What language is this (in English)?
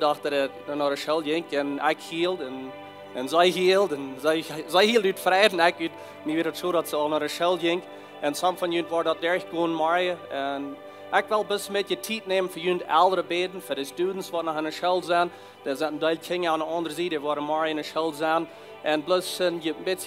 Plautdietsch